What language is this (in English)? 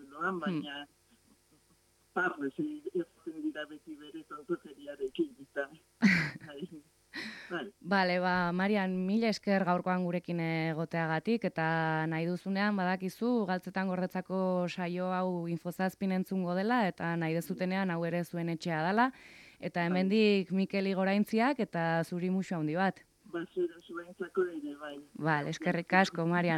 Basque